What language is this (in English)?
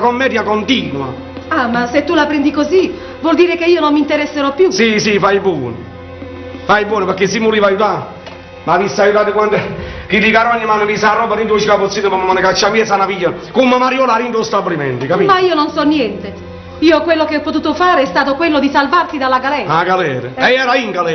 Neapolitan